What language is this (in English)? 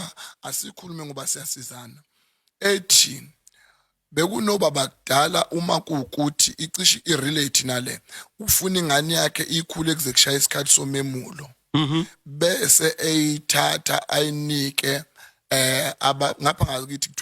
Zulu